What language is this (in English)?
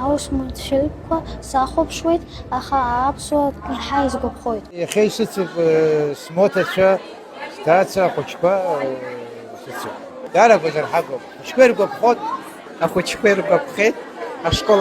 Abkhazian